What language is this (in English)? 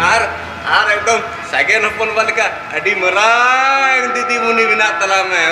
Santali